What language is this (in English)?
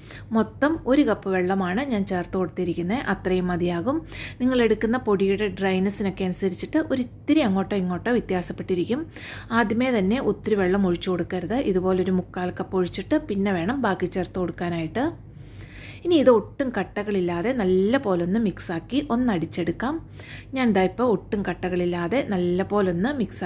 Malayalam